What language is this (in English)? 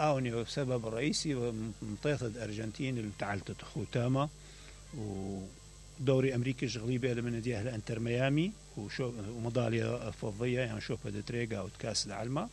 Mesopotamian Arabic